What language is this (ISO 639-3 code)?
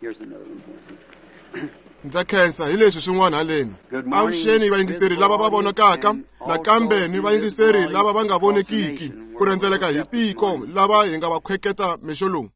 tso